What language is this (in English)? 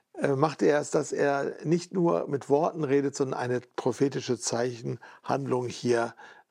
German